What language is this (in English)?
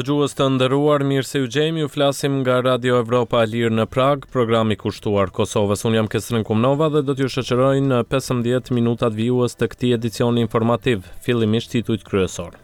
Albanian